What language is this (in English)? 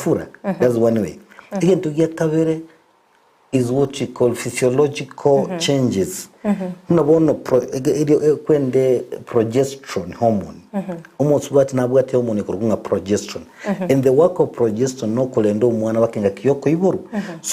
Gusii